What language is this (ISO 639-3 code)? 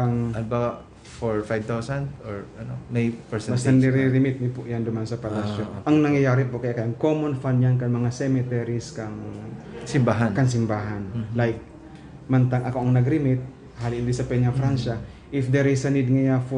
bik